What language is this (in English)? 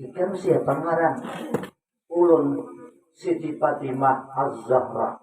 Banjar